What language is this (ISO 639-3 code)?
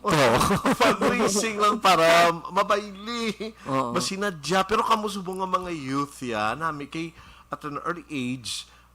hil